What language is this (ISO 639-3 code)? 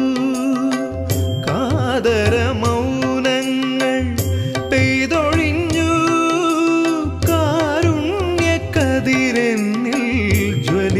mal